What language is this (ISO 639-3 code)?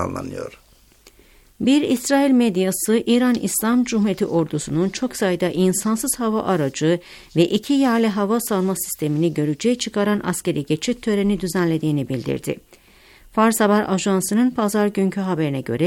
tur